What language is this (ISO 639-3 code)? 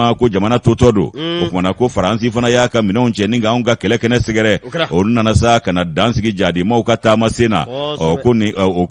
bam